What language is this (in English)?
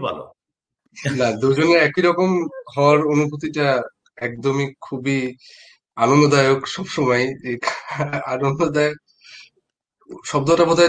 Bangla